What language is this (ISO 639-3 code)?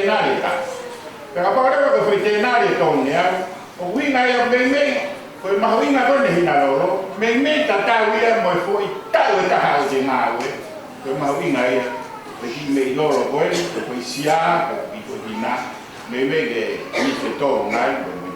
ton